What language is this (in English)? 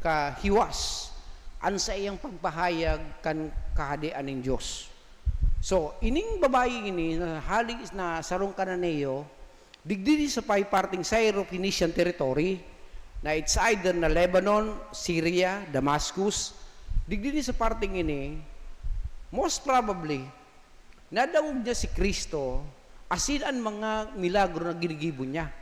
Bikol